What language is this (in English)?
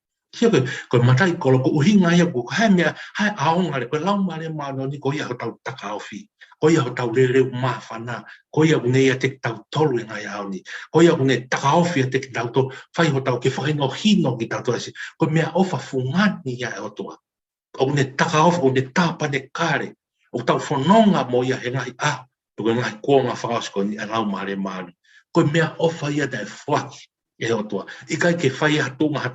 Tongan